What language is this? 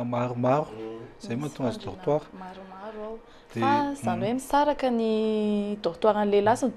Malagasy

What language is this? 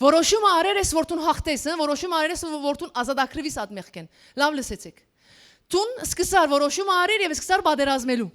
Western Armenian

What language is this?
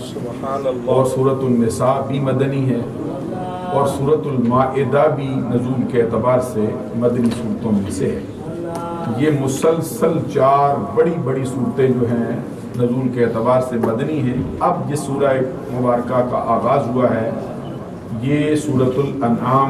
Urdu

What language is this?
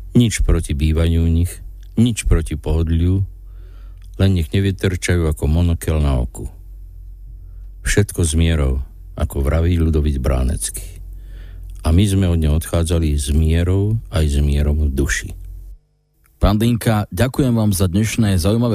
Slovak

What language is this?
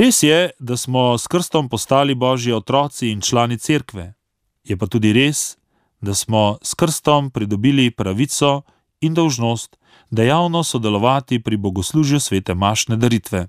Slovenian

